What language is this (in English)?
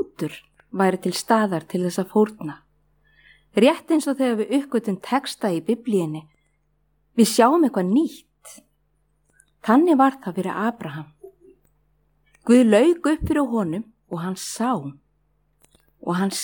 Icelandic